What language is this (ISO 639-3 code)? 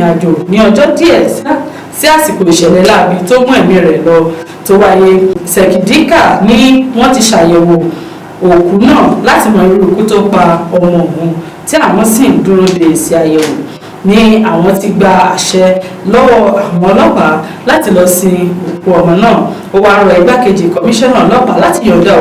yor